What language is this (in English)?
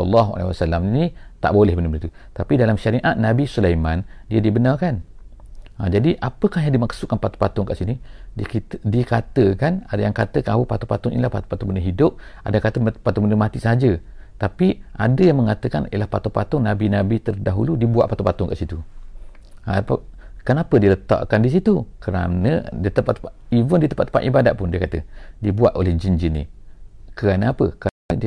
Malay